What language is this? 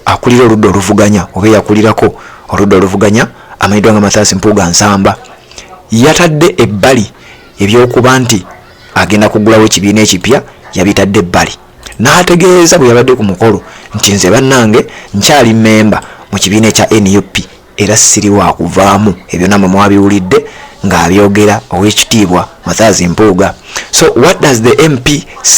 Ganda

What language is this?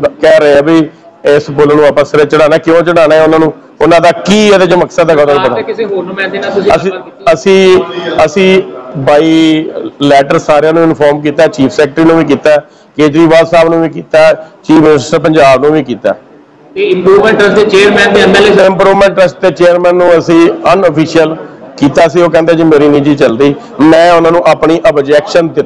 Punjabi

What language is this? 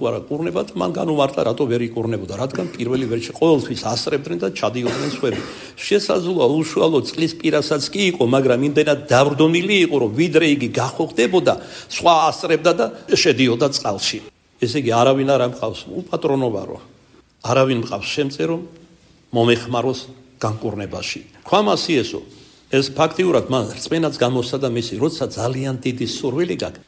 Georgian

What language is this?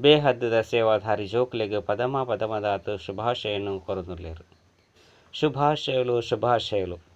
Tulu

